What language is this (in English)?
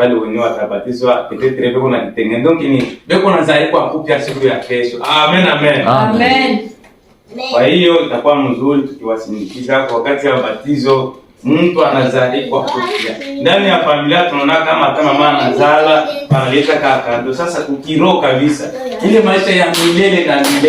Swahili